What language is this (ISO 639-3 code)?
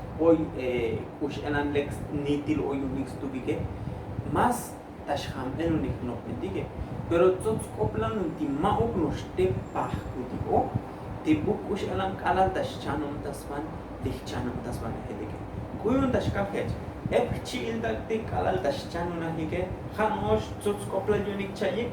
tzo